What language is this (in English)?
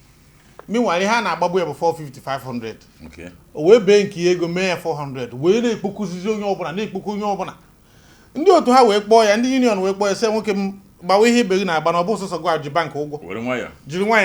Igbo